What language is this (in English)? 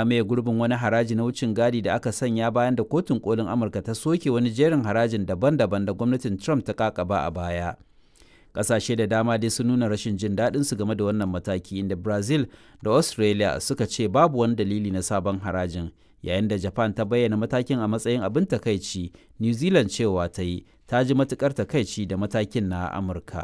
Hausa